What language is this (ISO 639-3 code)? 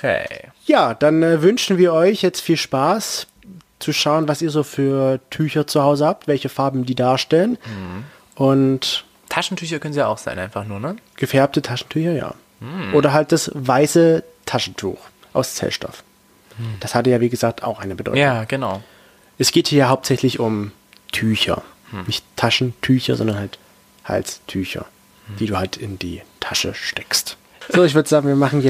deu